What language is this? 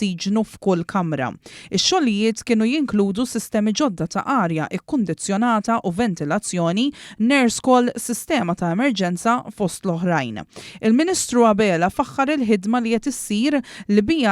Maltese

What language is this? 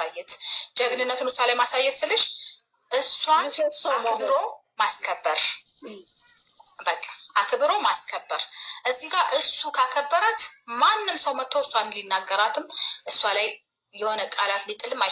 Amharic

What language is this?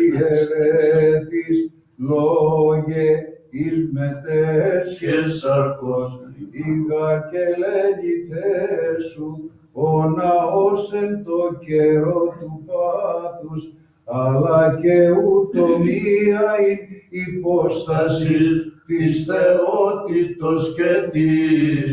Greek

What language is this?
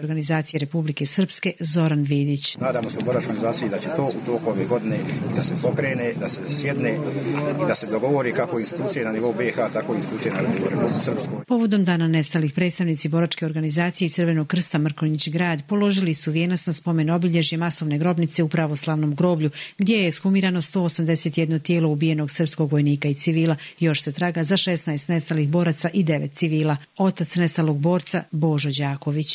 Croatian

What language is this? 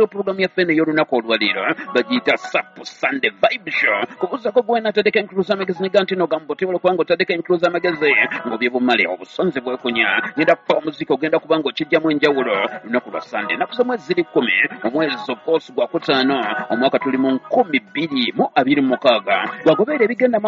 Ganda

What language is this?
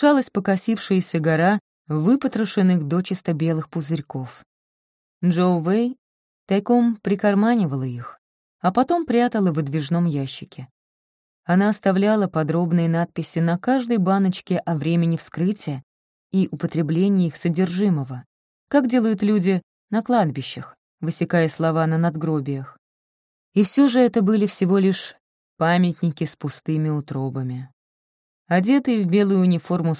Russian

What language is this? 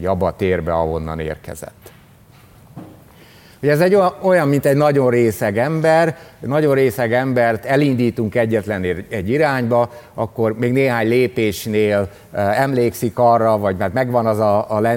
Hungarian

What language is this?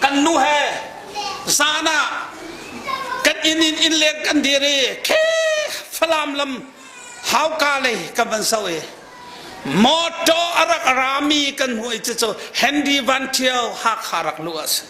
Hakha Chin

